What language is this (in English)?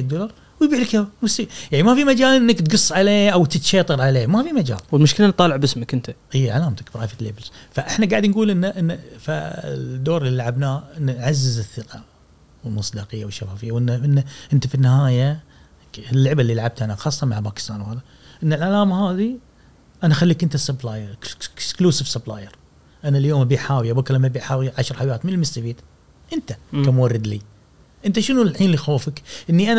Gulf Arabic